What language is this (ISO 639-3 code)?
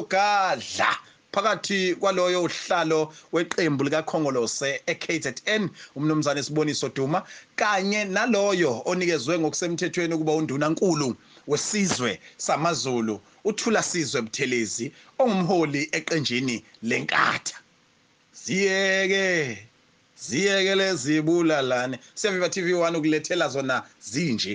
zul